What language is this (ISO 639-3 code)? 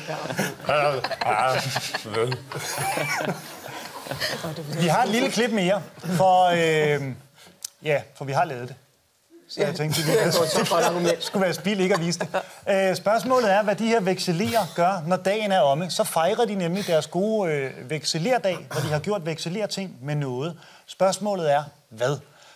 dan